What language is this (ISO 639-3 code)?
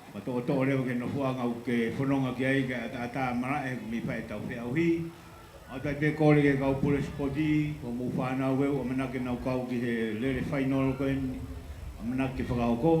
ton